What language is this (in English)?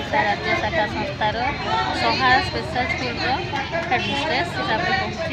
Odia